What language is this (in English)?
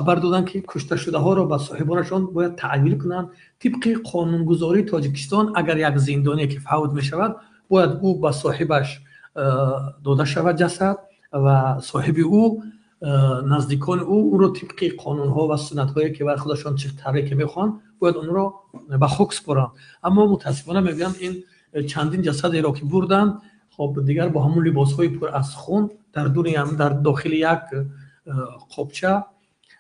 Tajik